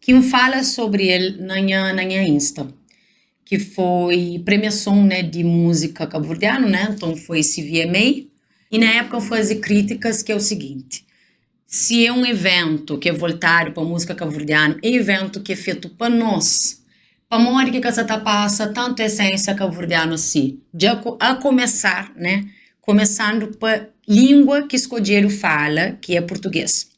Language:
Kabuverdianu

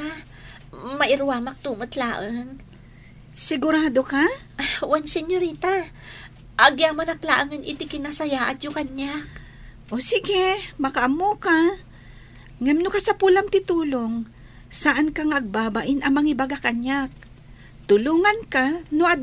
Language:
Iloko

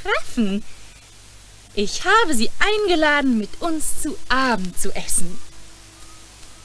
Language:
German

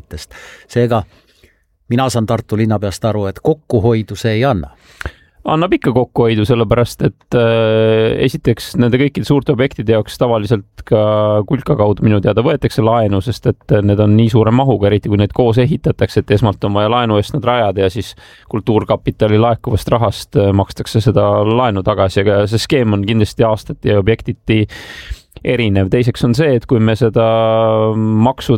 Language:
Estonian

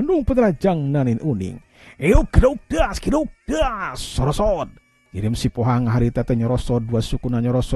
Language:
Sundanese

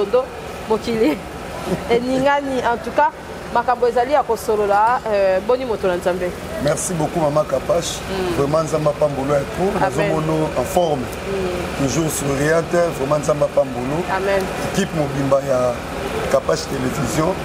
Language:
Lingala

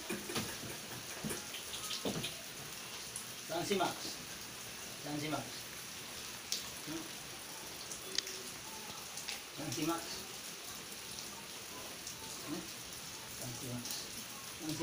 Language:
Malay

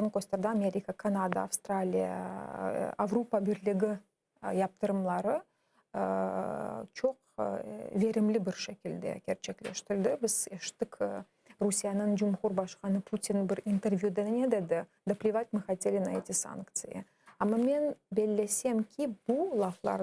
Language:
Crimean Tatar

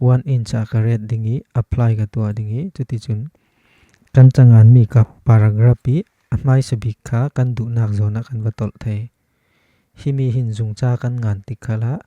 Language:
Falam Chin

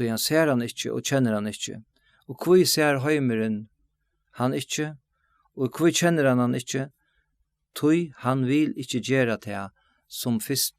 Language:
Faroese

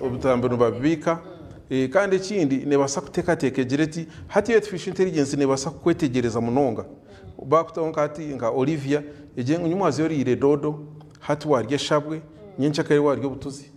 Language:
Nyankole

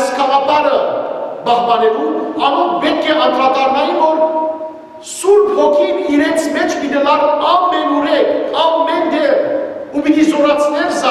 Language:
Western Armenian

